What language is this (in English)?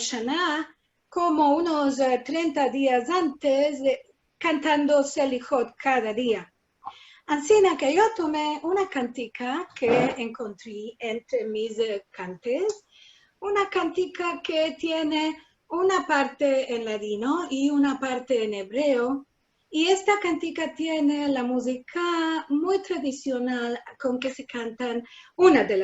Ladino